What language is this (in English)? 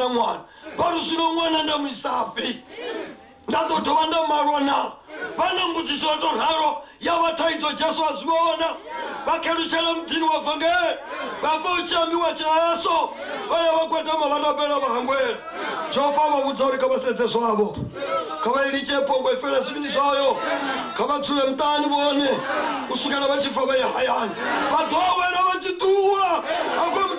Venda